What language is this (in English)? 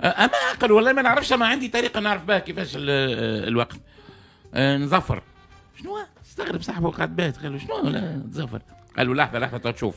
Tunisian Arabic